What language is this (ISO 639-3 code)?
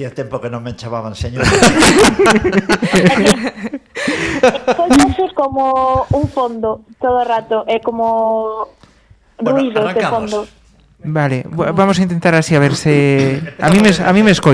glg